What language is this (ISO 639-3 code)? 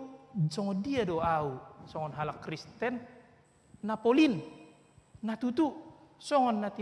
bbc